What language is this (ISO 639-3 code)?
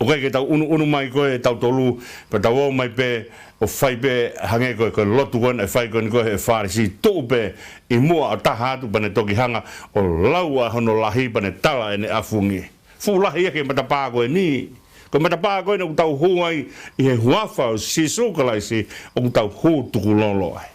ton